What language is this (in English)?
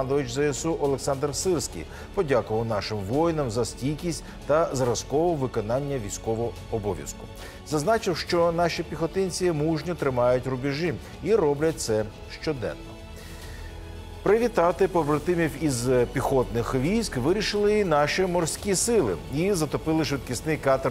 Ukrainian